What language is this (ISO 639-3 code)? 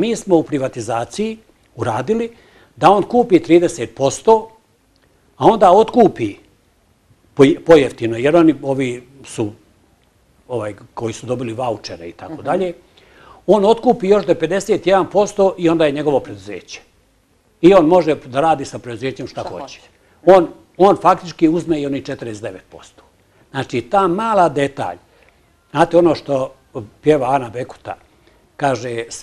bos